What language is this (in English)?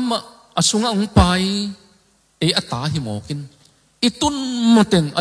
Tedim Chin